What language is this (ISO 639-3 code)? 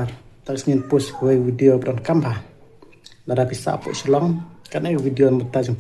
kha